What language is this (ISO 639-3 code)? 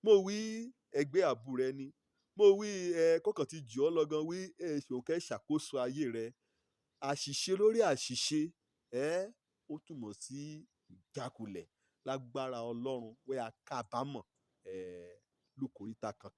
yor